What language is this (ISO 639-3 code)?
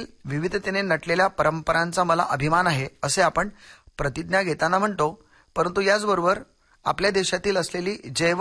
mar